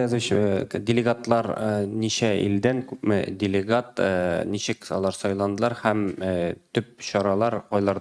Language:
Tatar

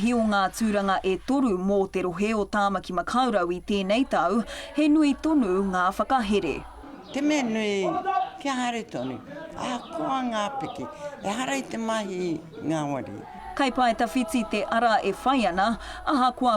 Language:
Māori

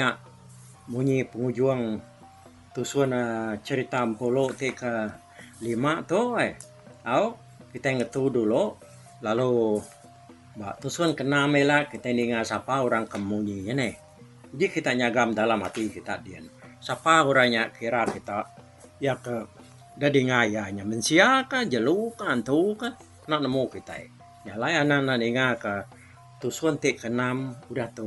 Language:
Iban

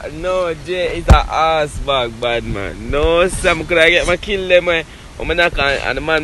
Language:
Jamaican Creole English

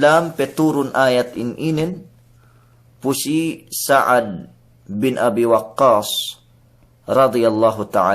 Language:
Yakan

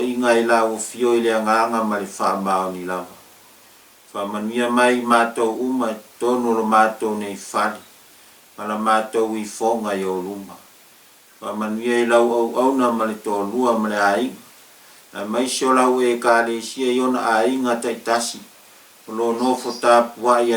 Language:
Samoan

